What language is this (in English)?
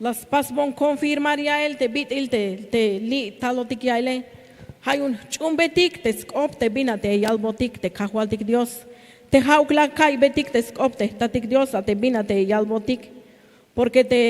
Tzeltal